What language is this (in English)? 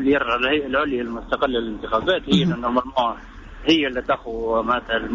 Tunisian Arabic